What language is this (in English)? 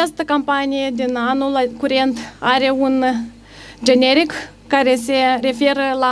Romanian